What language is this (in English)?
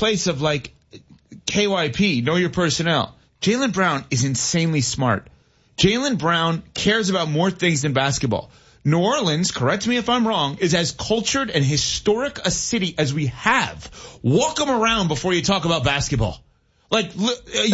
English